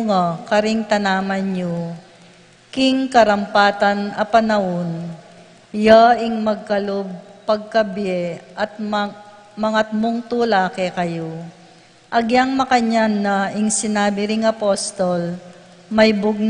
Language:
Pampanga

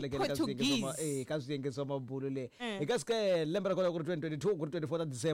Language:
Tsonga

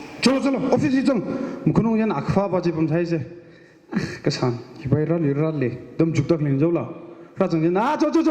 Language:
Tangkhul Naga (India)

